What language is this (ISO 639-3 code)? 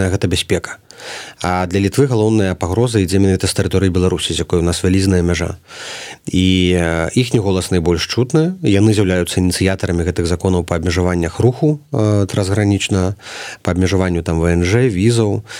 bel